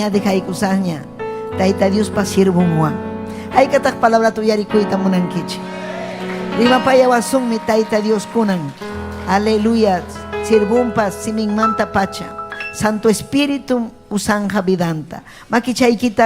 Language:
Ayacucho Quechua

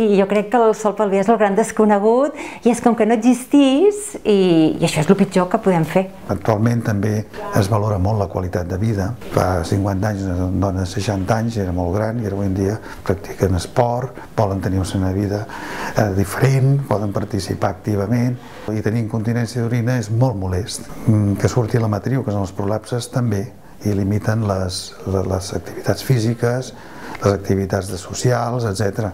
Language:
Catalan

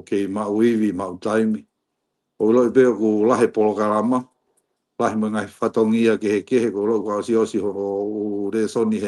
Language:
Tongan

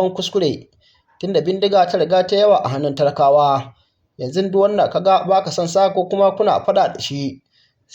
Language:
Hausa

